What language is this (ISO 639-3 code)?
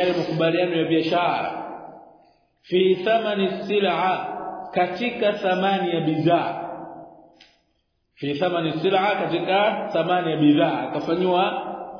swa